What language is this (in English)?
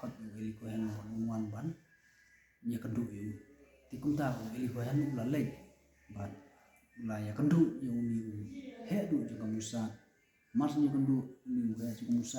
Khasi